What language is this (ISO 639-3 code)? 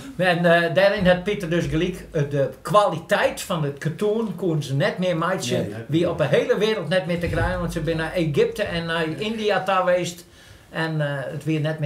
fry